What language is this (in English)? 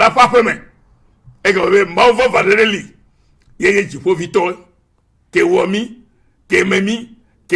Ewe